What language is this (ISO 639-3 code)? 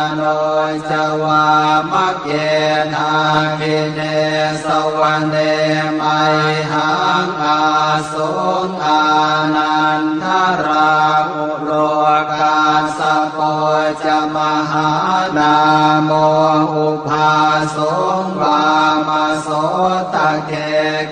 pli